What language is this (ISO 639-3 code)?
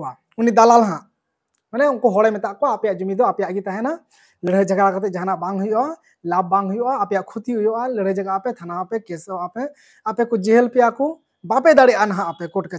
sat